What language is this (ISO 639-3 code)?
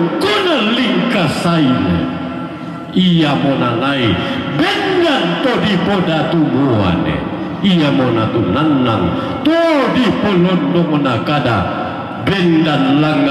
sda